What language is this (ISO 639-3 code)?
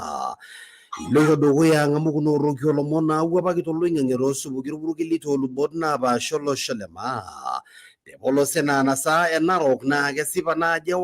mas